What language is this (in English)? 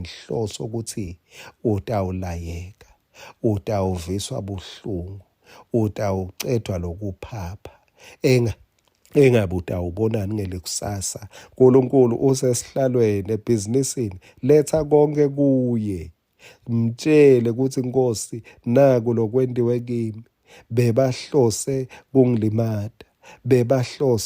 Swati